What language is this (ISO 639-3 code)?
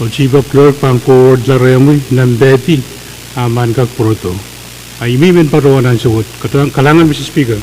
pon